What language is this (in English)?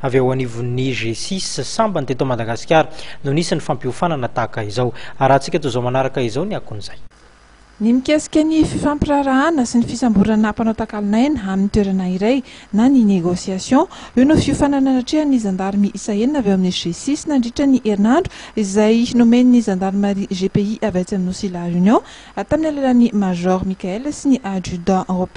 Malagasy